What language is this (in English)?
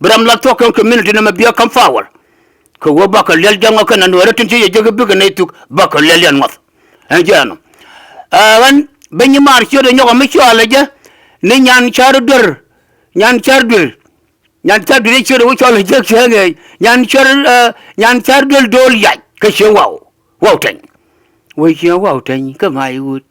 Nuer